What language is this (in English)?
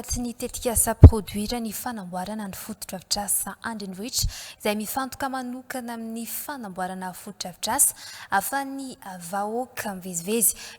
Malagasy